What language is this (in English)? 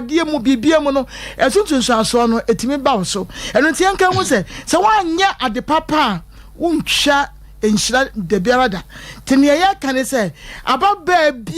Akan